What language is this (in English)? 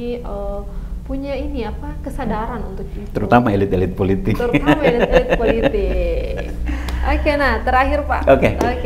Indonesian